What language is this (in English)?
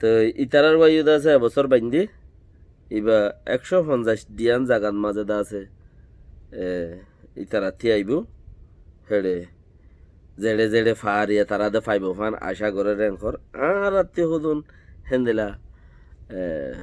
Rohingya